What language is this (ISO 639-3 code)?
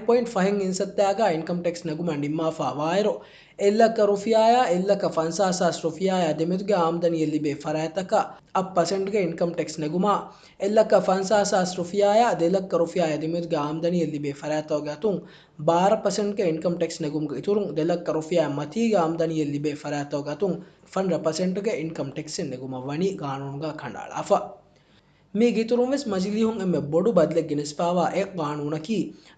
div